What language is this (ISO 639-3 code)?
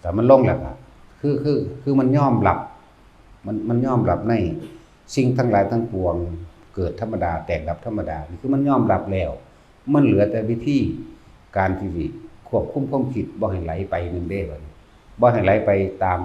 lao